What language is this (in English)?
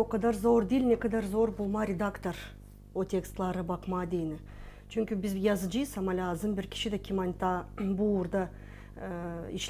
Gagauz